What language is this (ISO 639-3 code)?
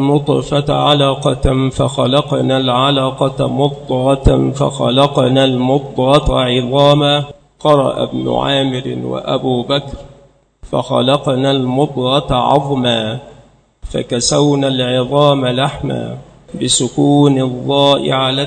ara